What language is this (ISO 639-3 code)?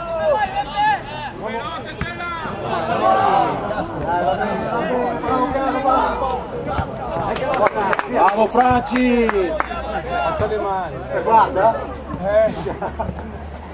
ita